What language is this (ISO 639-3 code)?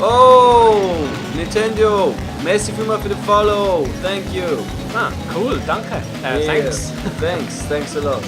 gsw